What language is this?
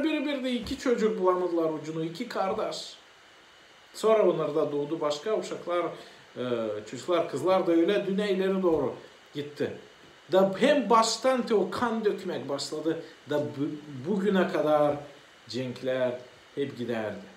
Gagauz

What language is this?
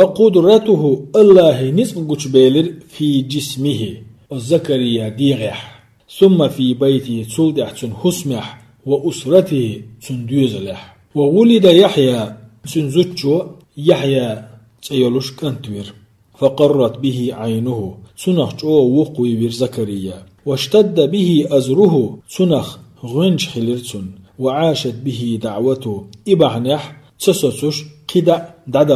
Chechen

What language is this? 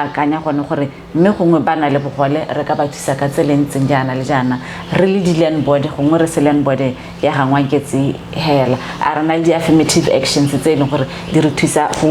Tswana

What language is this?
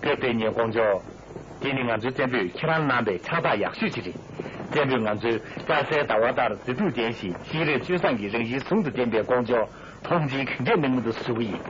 Tibetan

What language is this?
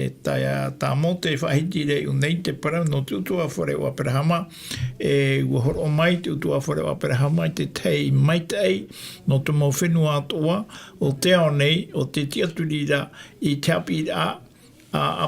Tahitian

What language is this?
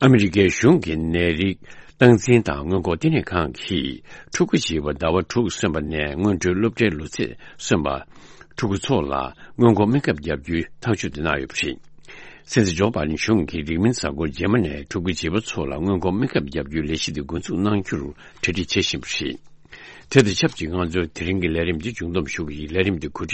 Tibetan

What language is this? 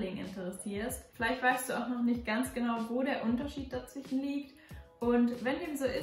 German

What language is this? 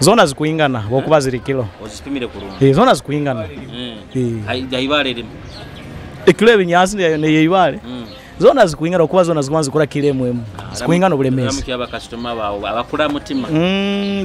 Nyoro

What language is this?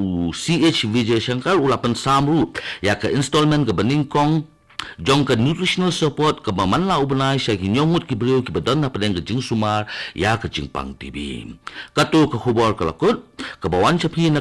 Khasi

